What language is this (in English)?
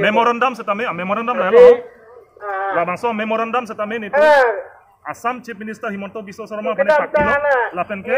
Karbi